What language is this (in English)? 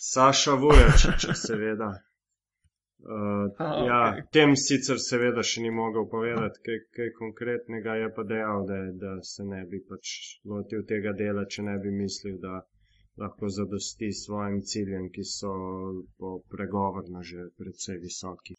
Slovenian